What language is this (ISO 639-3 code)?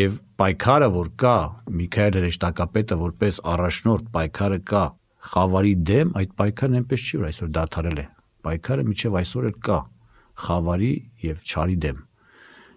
hye